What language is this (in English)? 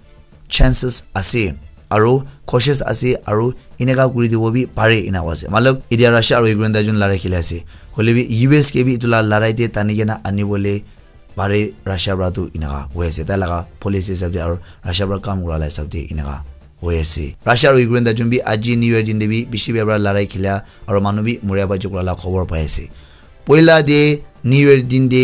Naga Pidgin